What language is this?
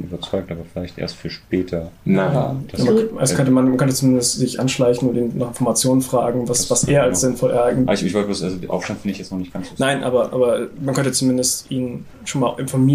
German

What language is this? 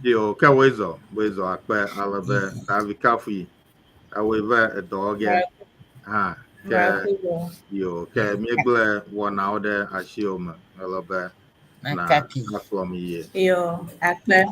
Ewe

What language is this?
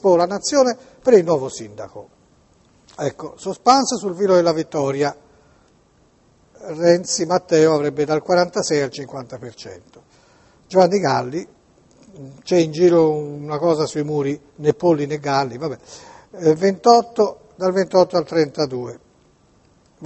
Italian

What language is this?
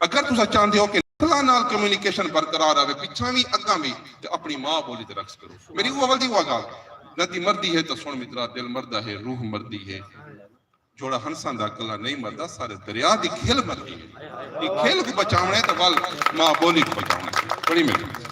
Saraiki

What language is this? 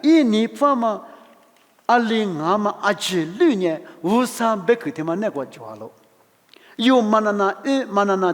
Lisu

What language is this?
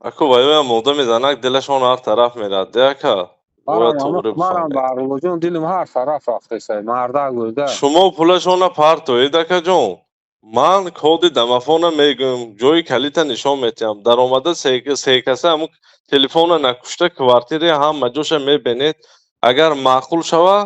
Tajik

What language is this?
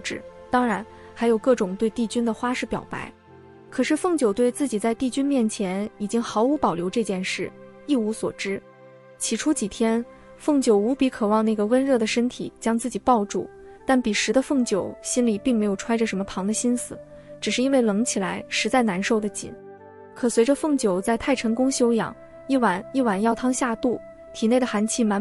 Chinese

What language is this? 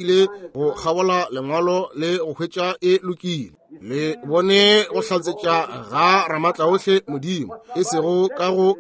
Northern Sotho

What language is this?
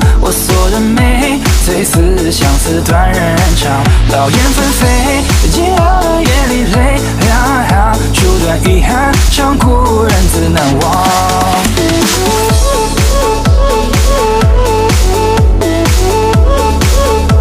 Chinese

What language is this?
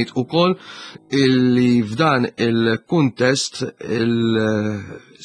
Maltese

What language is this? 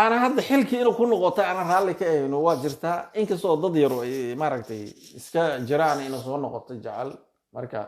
Somali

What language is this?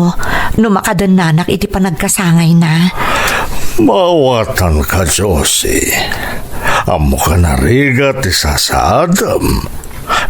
Iloko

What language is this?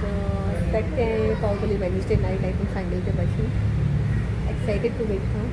Konkani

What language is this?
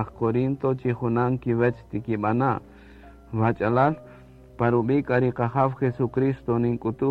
Kaqchikel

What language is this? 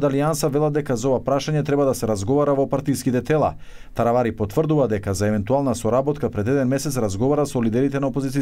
Macedonian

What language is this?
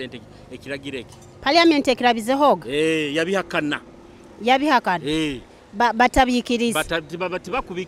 Nyoro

